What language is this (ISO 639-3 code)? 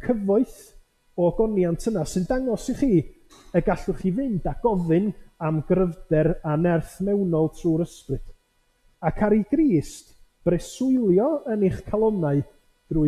cym